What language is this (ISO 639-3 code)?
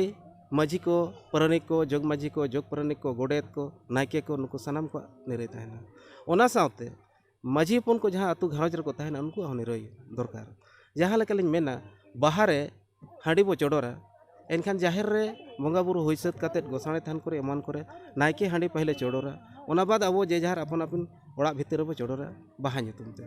sat